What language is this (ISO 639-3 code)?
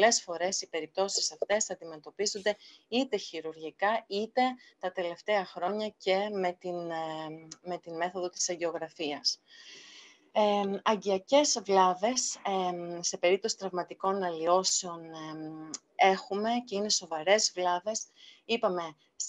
ell